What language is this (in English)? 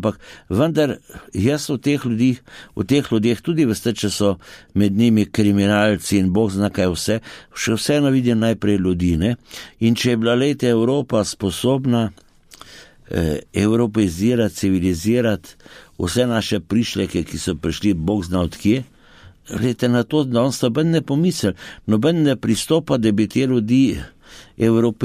Slovenian